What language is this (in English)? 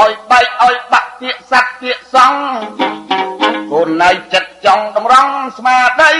Khmer